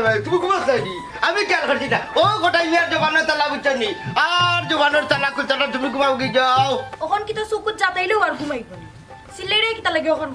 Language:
Sylheti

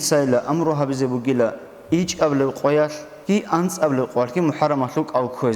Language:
Avaric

